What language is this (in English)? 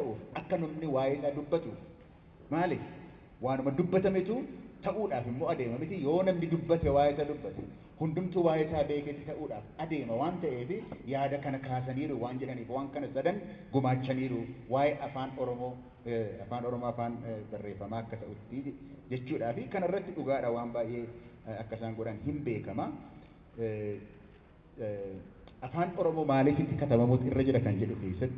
Oromo